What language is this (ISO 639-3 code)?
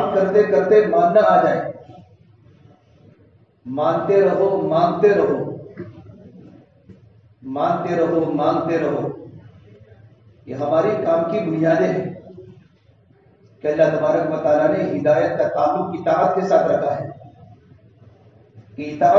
urd